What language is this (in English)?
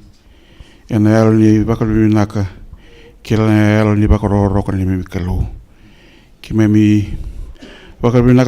Fijian